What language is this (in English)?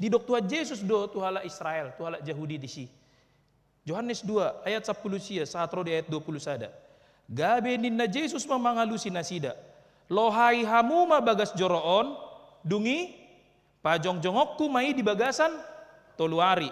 Batak Toba